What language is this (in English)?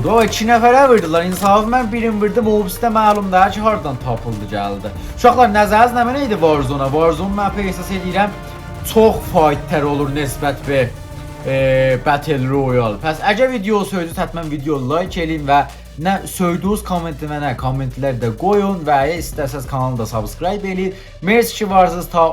South Azerbaijani